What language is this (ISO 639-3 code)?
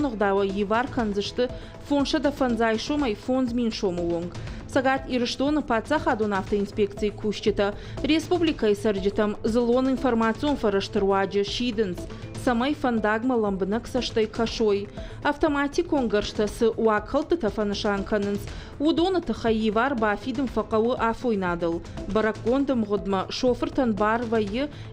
oss